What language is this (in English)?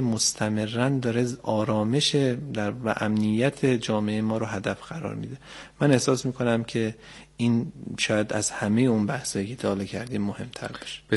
Persian